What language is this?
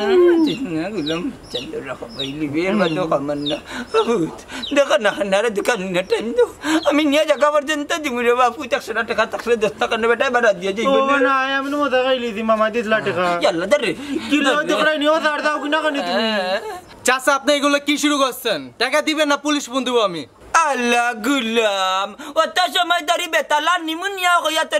Sylheti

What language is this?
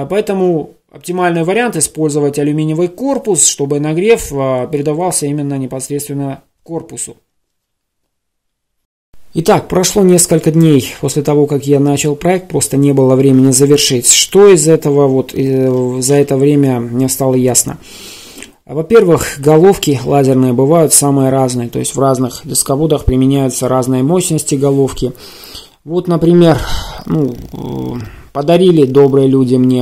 Russian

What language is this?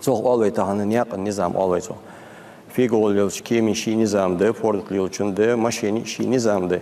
Ingush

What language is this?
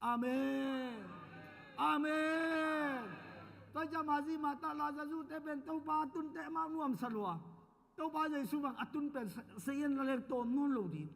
Tedim Chin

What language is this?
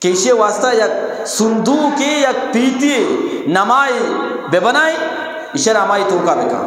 Eastern Balochi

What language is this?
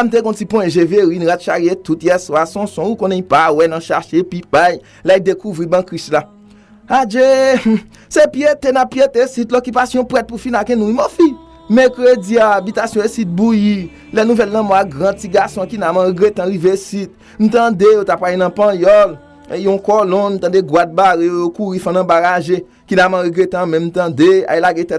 Haitian Creole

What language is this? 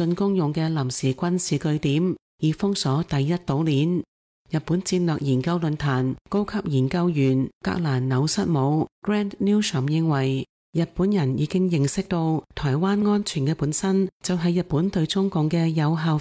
Cantonese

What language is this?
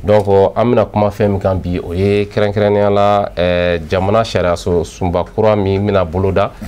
Bambara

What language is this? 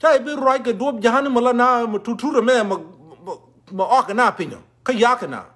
Nuer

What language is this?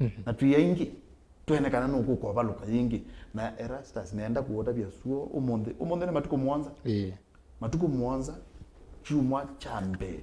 Kamba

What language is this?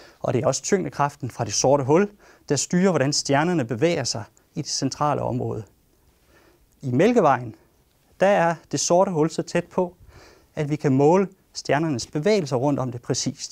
Danish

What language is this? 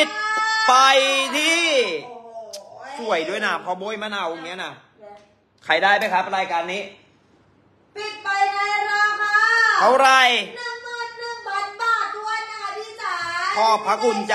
Thai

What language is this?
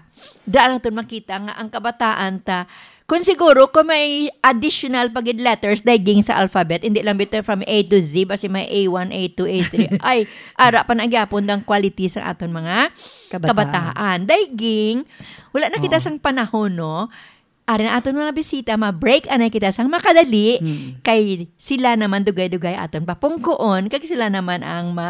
Hiligaynon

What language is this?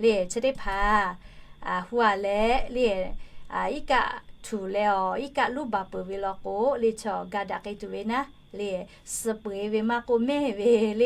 Lahu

